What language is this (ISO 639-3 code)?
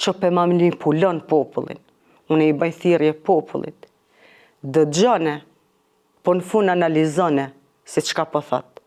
sqi